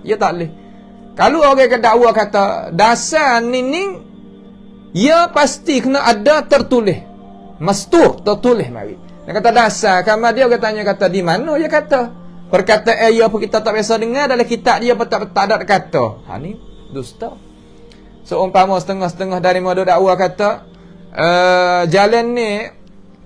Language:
Malay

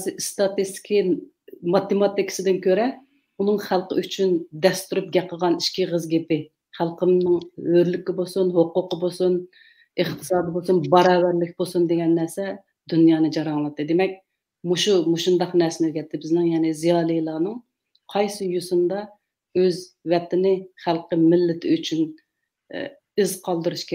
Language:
Uyghur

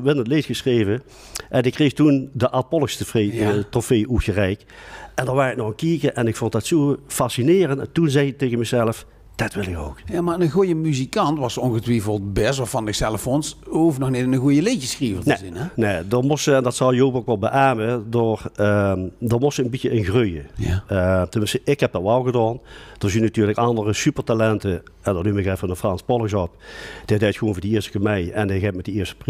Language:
Limburgish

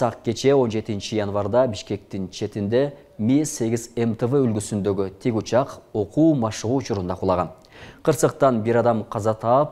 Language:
Kyrgyz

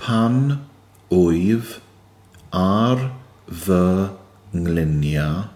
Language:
Welsh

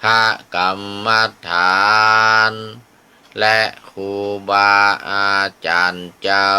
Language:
Pali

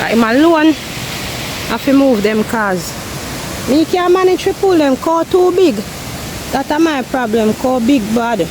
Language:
Jamaican Creole English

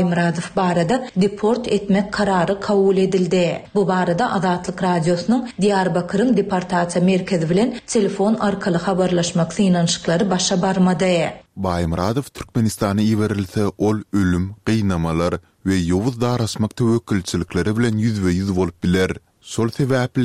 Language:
Turkmen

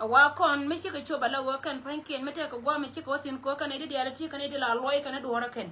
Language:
Nuer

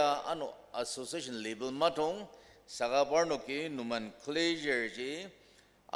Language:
Ao Naga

